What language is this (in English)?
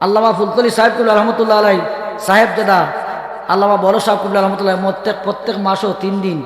Sylheti